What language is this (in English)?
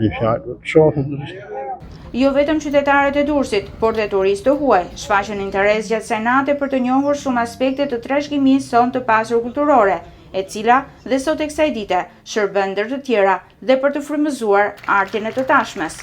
Albanian